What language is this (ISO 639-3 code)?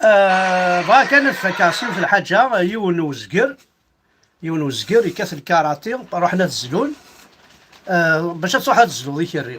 kab